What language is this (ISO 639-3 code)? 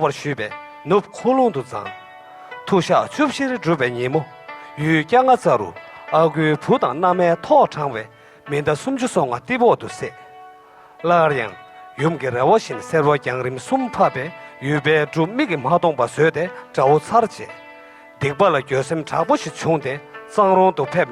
bod